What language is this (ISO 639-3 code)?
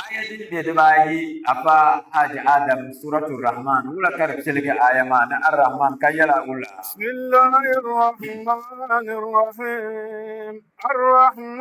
dag